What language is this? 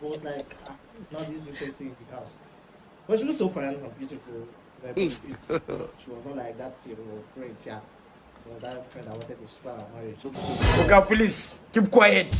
Nigerian Pidgin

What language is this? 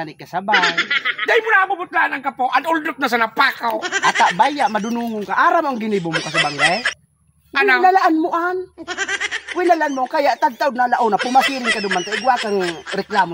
Bikol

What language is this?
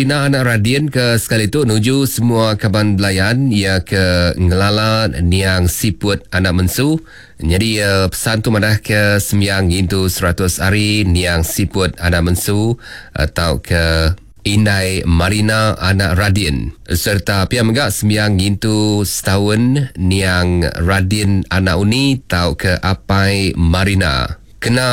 Iban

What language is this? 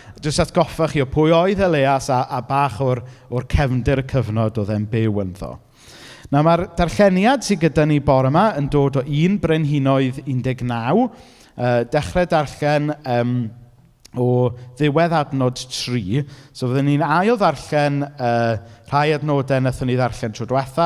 Welsh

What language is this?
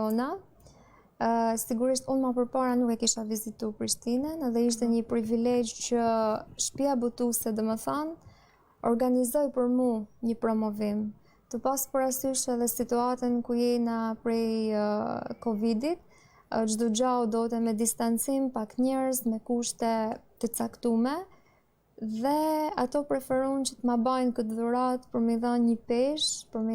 Albanian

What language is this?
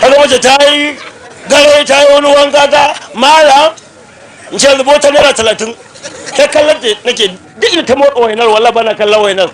Hausa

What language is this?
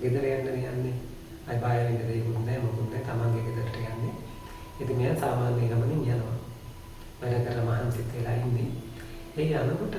Sinhala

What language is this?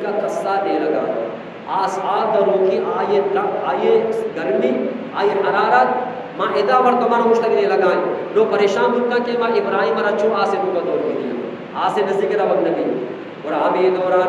Eastern Balochi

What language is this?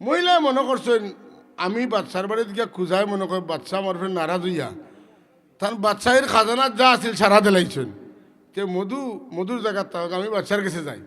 Sylheti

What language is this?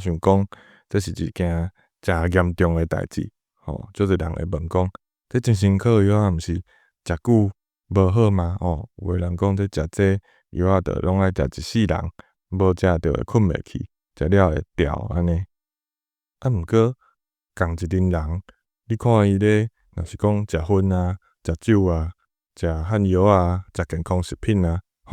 Min Nan Chinese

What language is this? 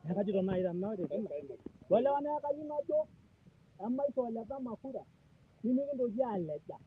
Masai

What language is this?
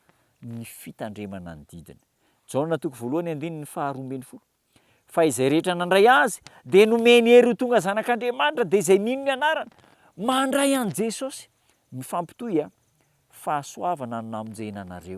Malagasy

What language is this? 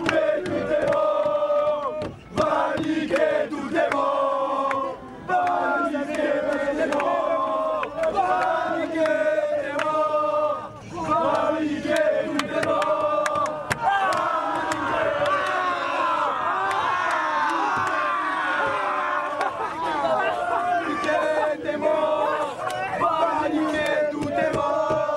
French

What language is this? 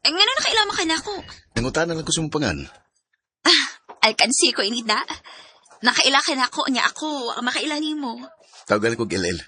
Cebuano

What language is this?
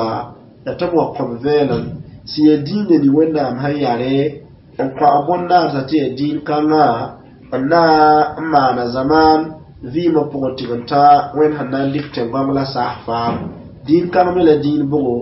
Mossi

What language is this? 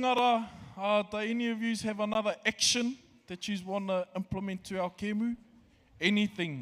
Māori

